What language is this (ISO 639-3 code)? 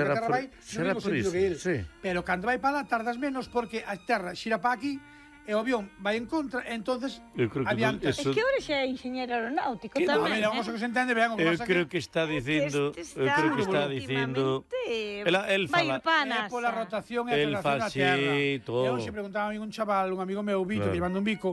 glg